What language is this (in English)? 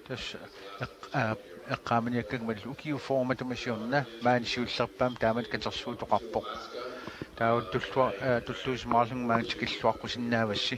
Kalaallisut